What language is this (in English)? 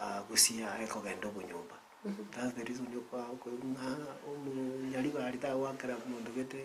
Gusii